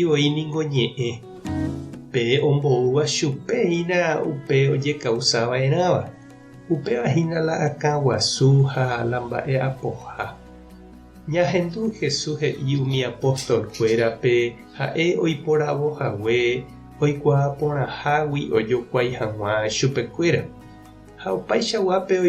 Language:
Guarani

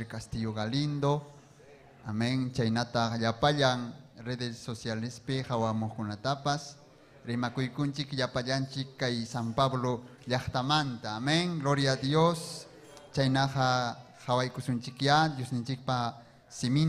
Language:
Ayacucho Quechua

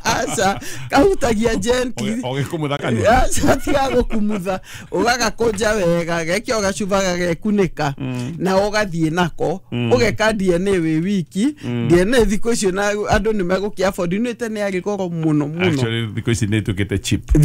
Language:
Kikuyu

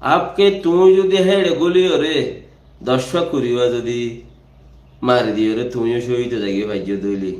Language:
Rohingya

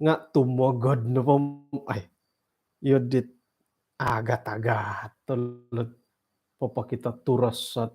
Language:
Central Dusun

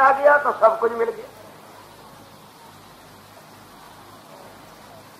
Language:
Punjabi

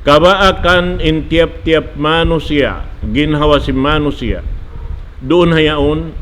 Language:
Tausug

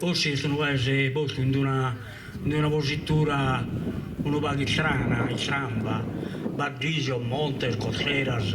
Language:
Sardinian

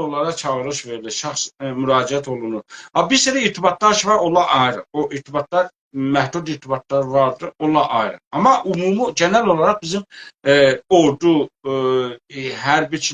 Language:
South Azerbaijani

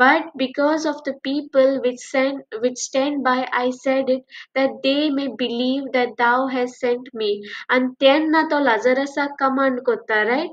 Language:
Konkani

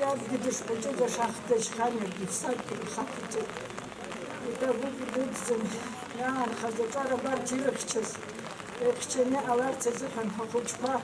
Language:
Abkhazian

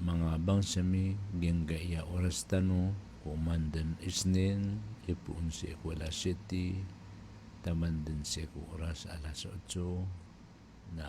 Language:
Maranao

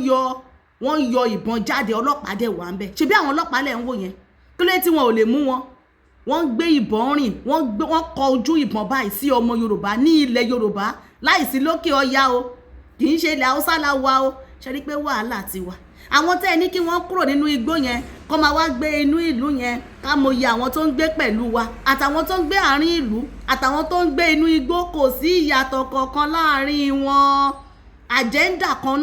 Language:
Yoruba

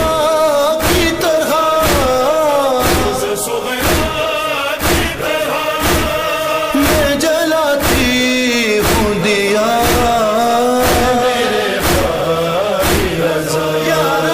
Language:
Urdu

